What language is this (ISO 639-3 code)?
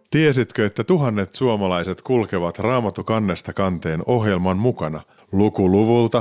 fin